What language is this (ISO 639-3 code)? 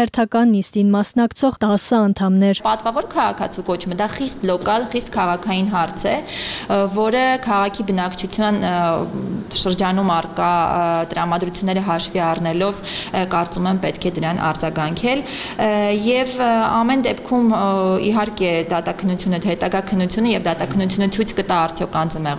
hye